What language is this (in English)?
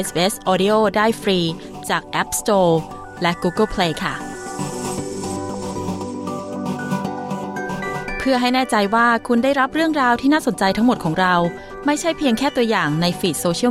Thai